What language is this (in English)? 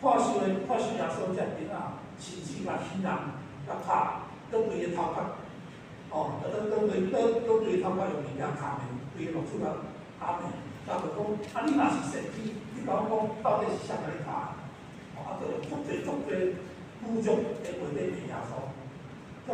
Min Nan Chinese